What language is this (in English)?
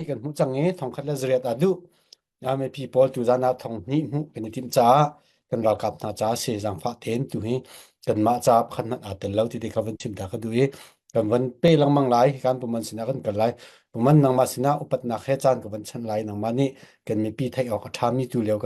Hakha Chin